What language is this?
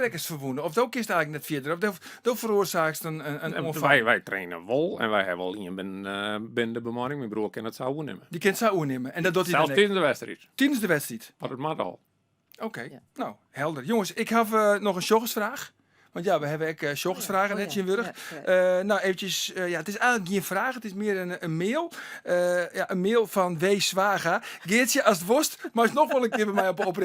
Western Frisian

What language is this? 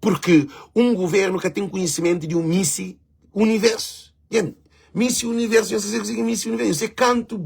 Kabuverdianu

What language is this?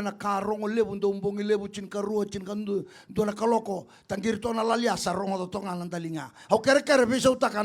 Fijian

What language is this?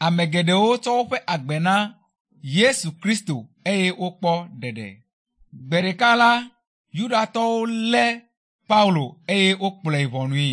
Ewe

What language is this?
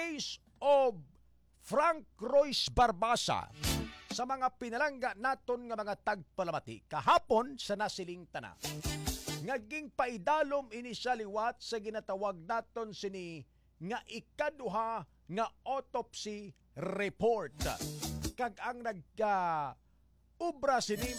Hiligaynon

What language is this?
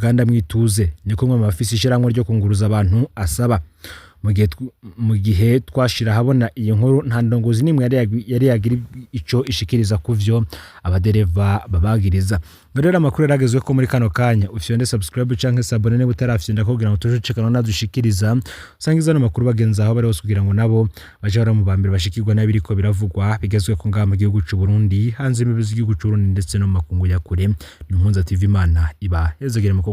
Rundi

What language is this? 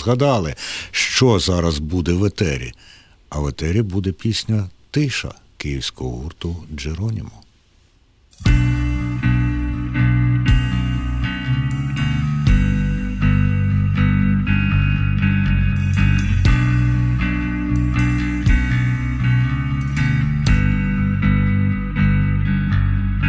Ukrainian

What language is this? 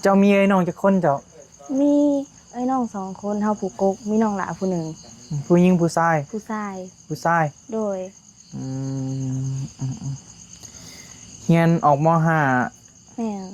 Northeastern Thai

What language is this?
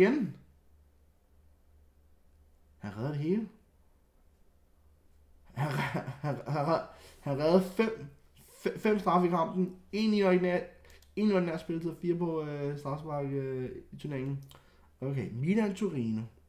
Danish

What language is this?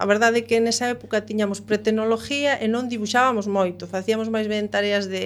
Galician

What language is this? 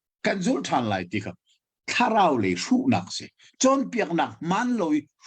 Hakha Chin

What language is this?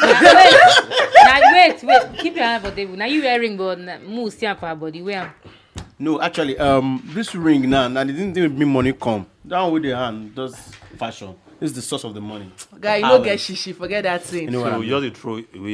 Nigerian Pidgin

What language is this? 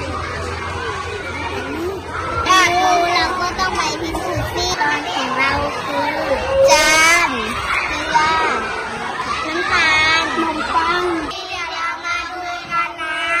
Lao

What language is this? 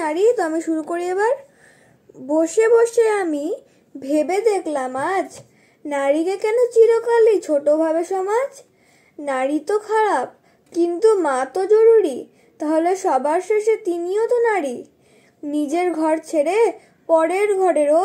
Bangla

